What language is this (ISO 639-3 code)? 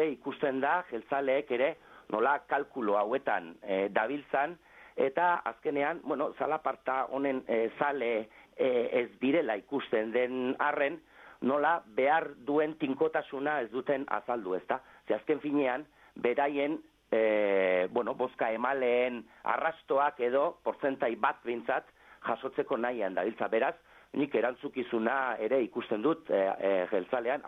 eus